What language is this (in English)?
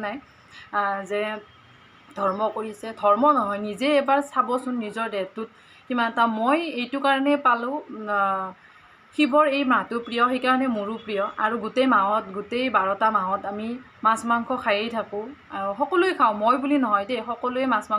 Assamese